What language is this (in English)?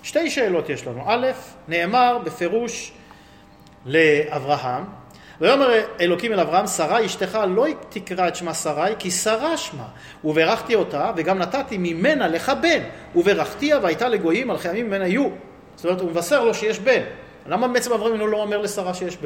Hebrew